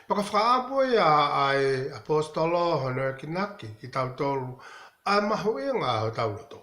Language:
Tongan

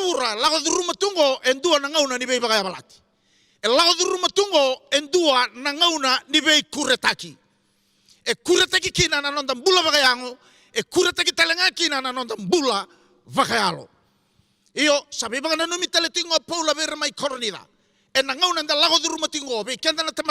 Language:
Fijian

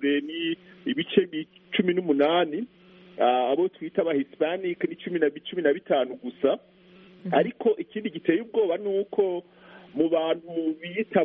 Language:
Kinyarwanda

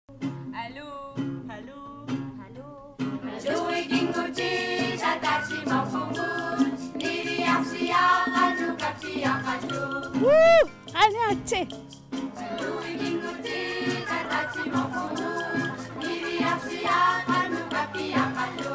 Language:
Kalaallisut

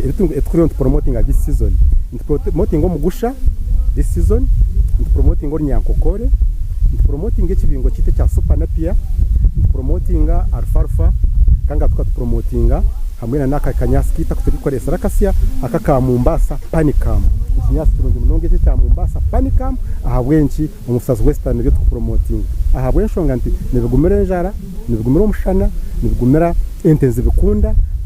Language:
Nyankole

